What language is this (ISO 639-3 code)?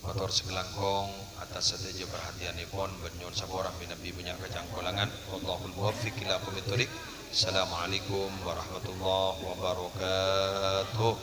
mad